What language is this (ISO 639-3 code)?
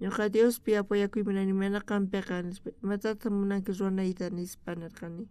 quh